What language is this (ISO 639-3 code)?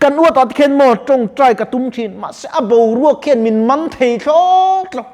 lus